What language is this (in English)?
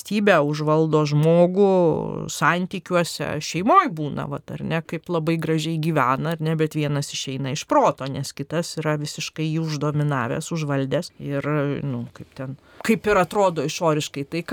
Lithuanian